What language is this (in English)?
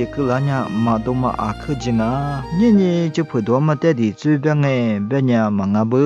Lisu